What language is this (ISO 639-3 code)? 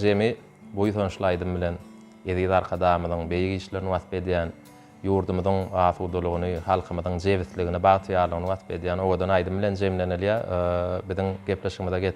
tuk